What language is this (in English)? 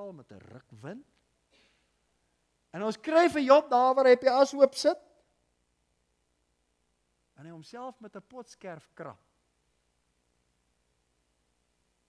Afrikaans